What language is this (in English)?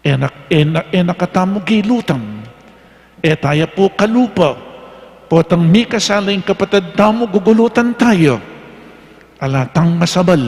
Pampanga